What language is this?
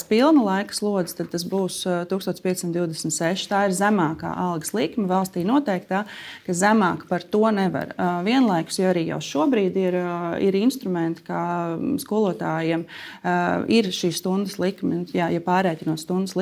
Latvian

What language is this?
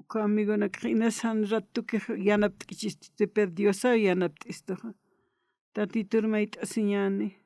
Aymara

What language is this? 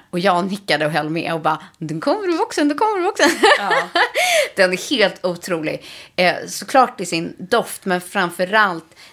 Swedish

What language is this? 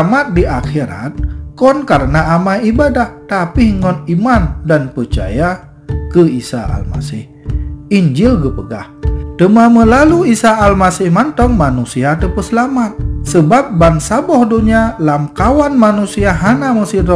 Achinese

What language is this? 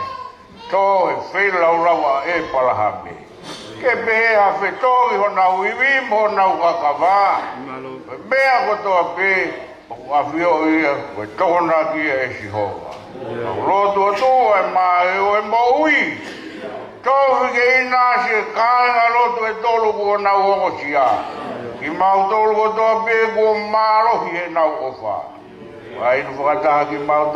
Tongan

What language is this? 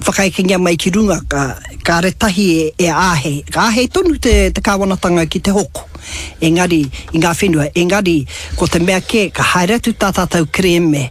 Māori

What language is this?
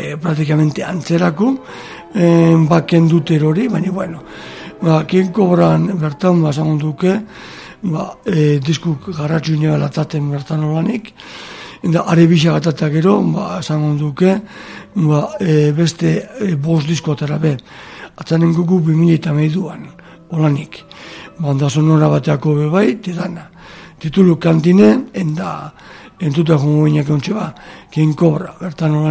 Basque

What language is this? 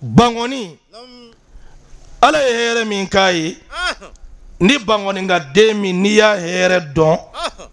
Bambara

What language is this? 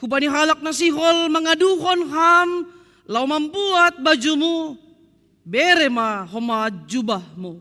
Batak Simalungun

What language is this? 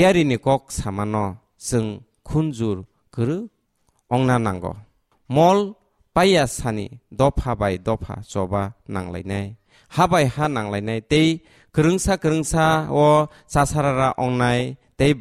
Kok Borok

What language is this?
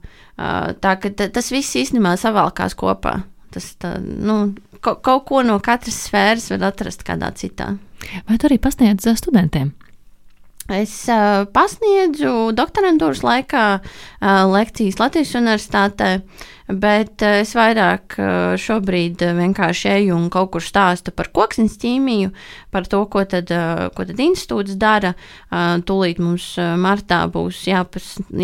Latvian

